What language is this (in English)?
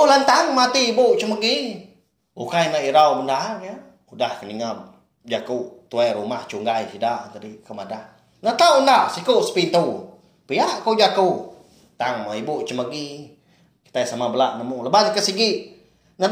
Iban